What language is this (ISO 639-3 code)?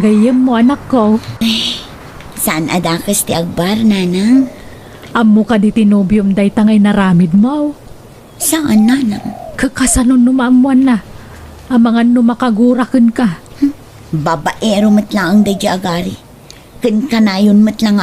ilo